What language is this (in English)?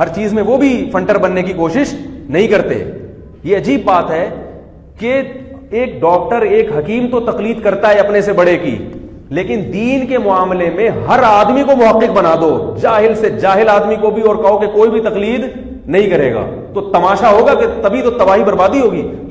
Urdu